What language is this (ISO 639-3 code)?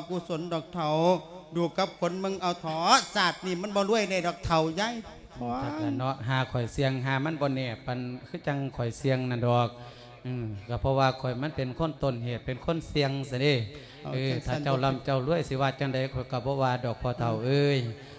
lao